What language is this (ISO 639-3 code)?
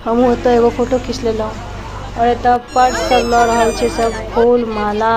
mai